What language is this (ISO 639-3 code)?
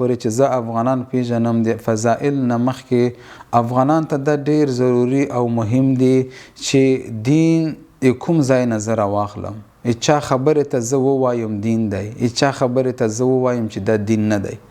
pus